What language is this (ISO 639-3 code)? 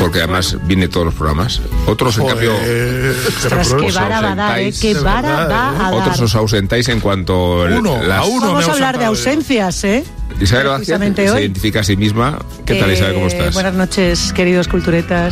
spa